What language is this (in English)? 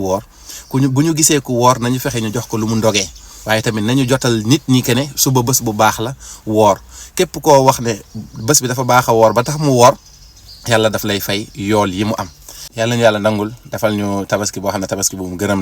Wolof